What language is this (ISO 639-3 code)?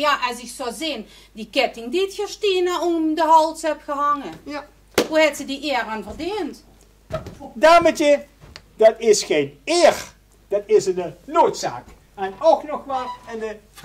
lim